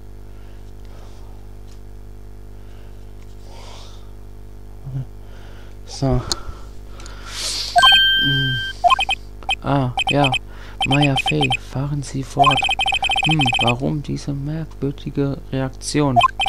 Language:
German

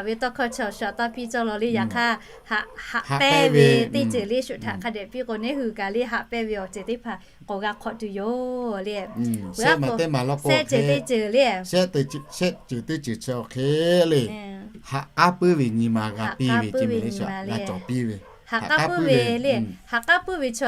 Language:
Lahu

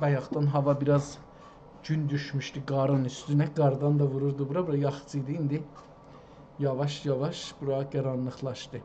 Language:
South Azerbaijani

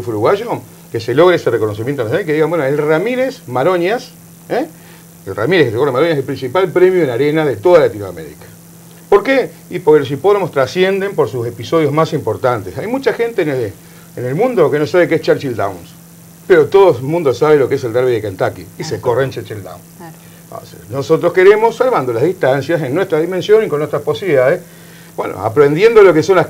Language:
Spanish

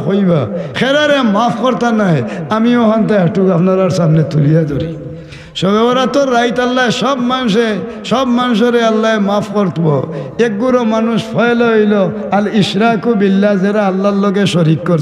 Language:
Sylheti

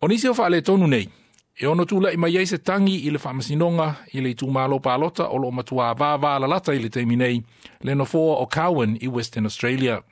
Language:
Samoan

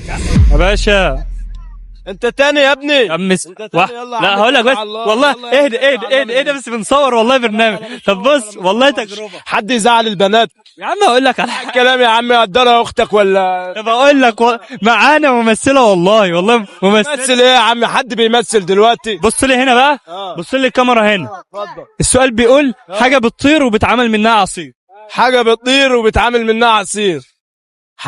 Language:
Egyptian Arabic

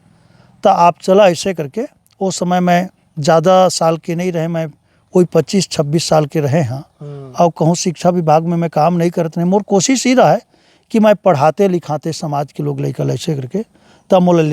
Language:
Chhattisgarhi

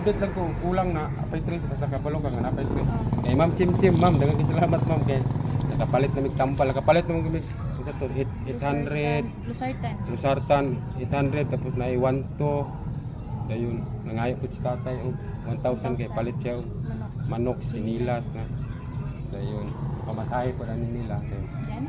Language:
Cebuano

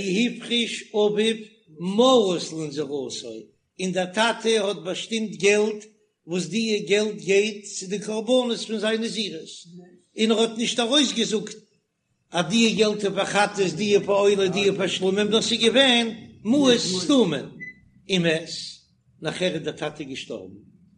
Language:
Yiddish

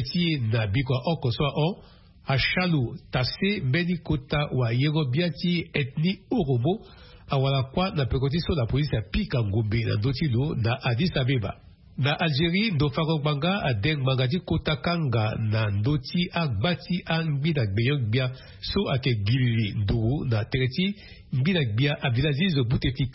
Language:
Sango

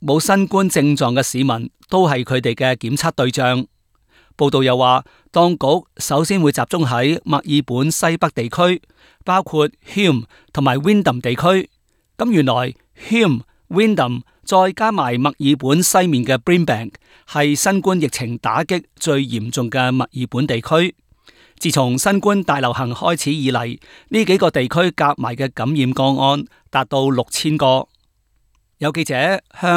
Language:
Cantonese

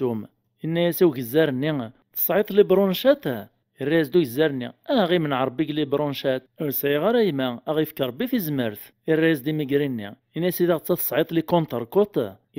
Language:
Kabyle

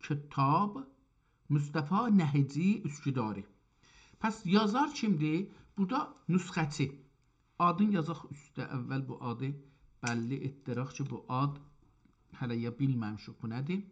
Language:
South Azerbaijani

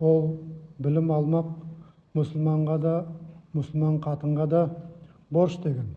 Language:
Nogai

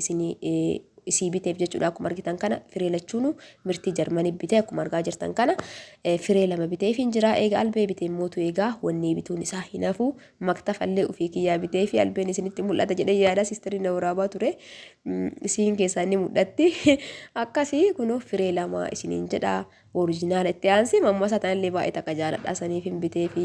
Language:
Oromo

